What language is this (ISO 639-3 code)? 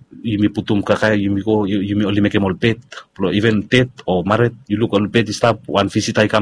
bis